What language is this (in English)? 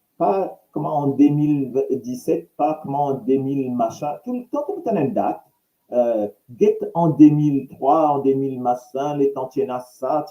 Morisyen